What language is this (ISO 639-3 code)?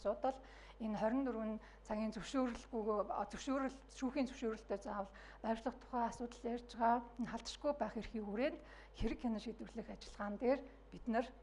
mon